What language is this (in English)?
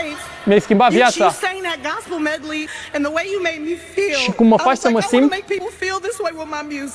Romanian